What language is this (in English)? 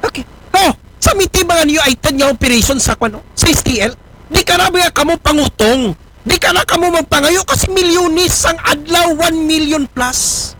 Aklanon